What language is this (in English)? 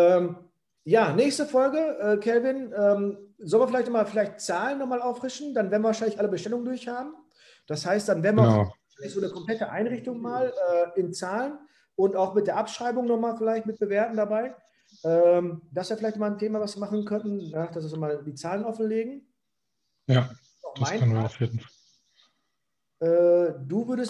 German